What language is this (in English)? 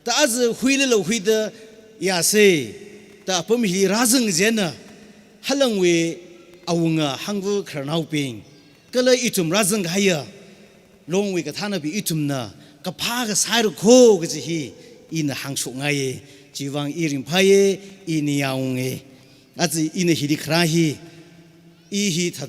Tangkhul Naga (India)